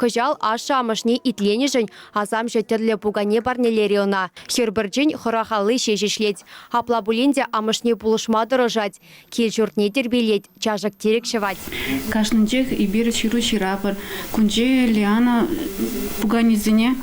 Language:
Chuvash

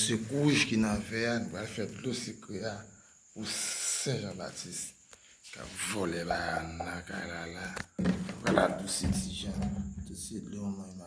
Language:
Haitian Creole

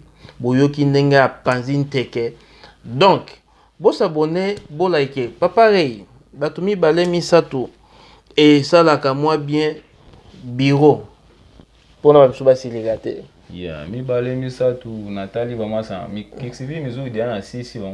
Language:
Lingala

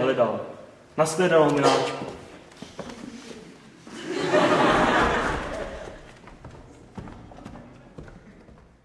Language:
Czech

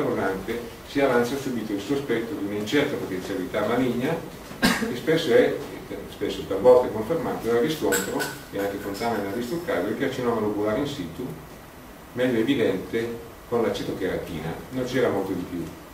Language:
Italian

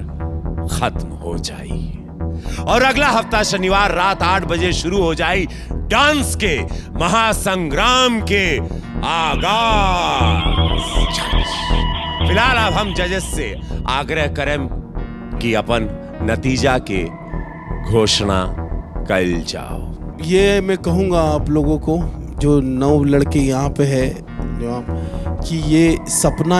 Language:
Bhojpuri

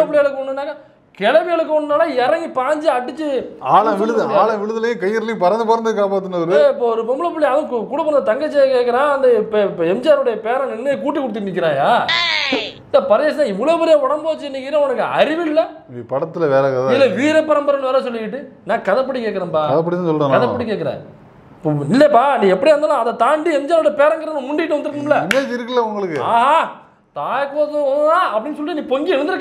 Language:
Tamil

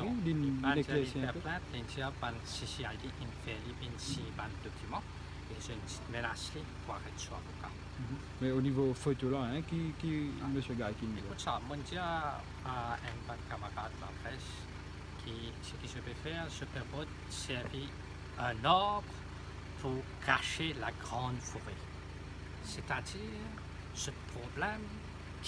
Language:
Morisyen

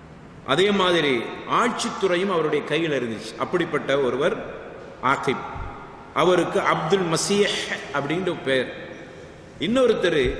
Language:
Tamil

